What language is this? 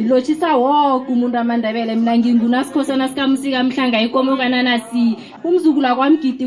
South Ndebele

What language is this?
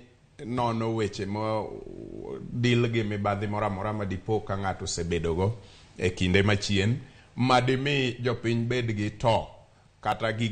Luo (Kenya and Tanzania)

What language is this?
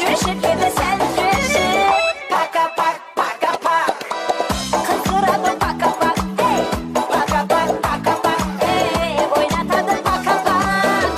Kara-Kalpak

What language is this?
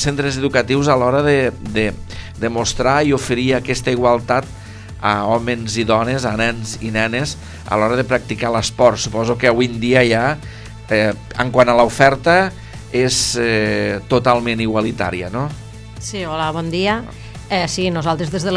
Catalan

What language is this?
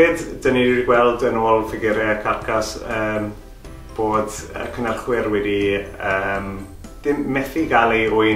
Welsh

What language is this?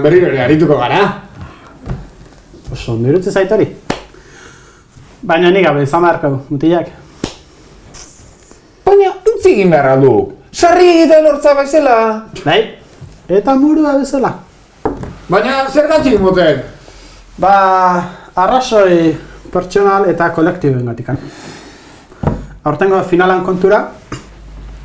Basque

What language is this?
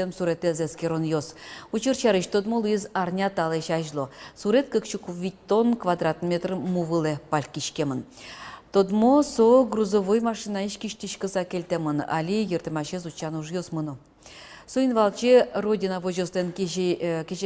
Udmurt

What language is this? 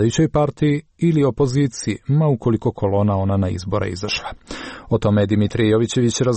Serbian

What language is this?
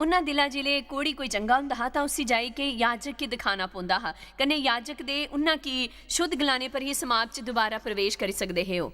Dogri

